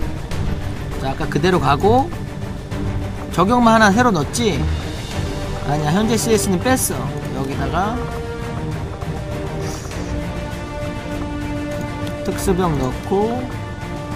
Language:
Korean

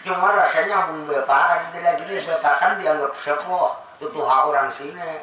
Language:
Banjar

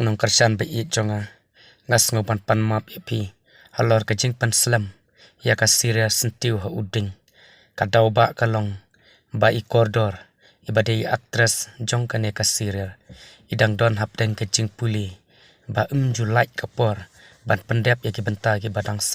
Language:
Khasi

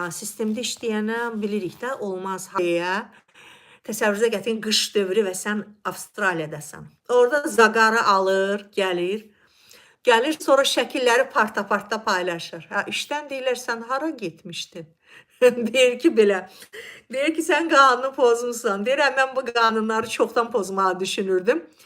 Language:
Azerbaijani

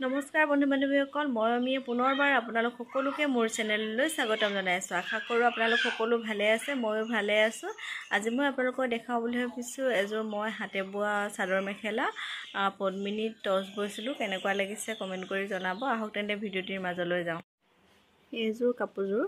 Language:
Assamese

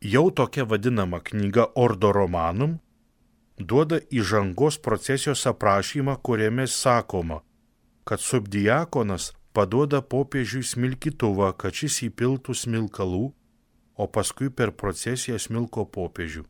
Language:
Lithuanian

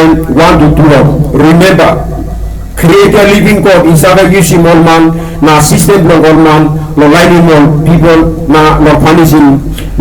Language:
Tok Pisin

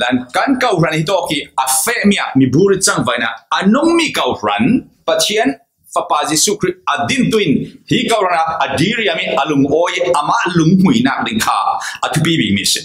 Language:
Falam Chin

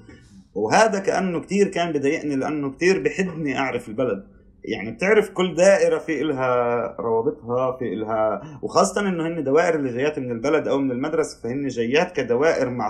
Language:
North Levantine Arabic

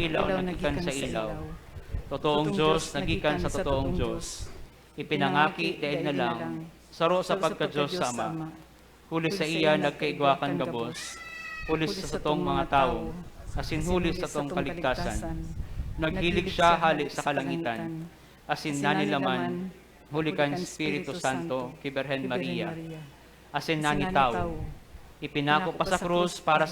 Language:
Bikol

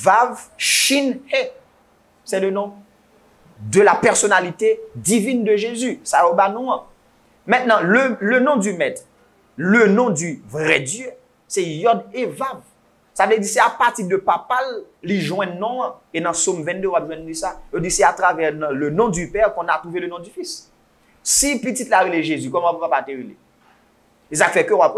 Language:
Haitian Creole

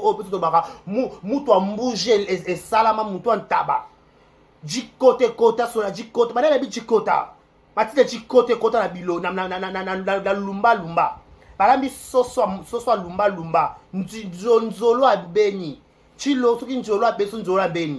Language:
Lingala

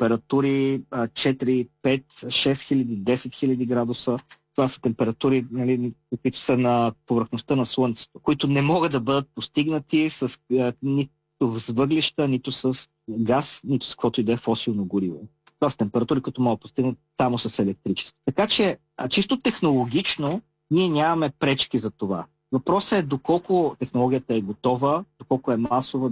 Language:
Bulgarian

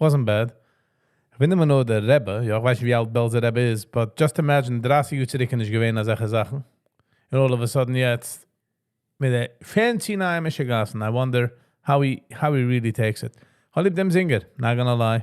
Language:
Yiddish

